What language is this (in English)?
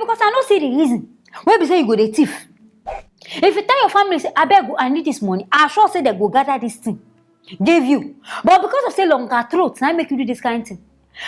Nigerian Pidgin